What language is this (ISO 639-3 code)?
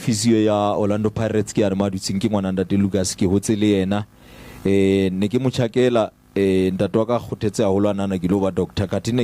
sot